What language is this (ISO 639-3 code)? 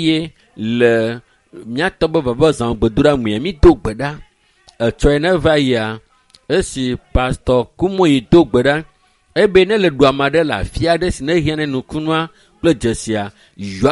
ewe